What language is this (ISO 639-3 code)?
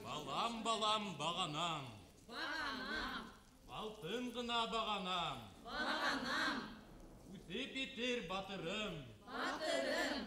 bak